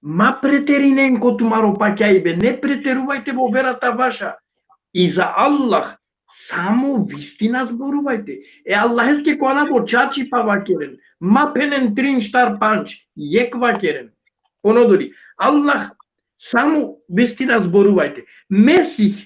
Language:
Balkan Romani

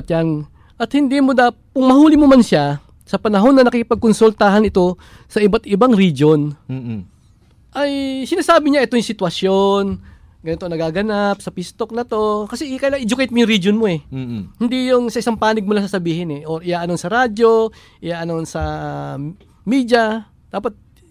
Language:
Filipino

